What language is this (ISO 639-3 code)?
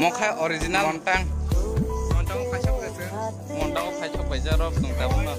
trp